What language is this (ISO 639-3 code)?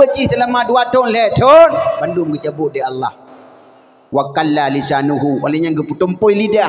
ace